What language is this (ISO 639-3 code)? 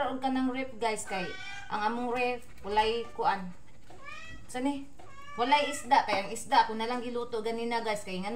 ceb